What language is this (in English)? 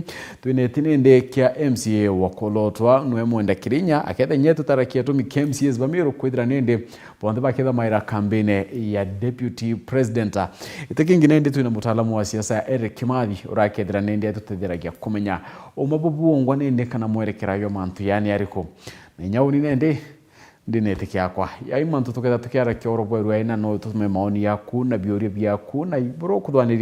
Meru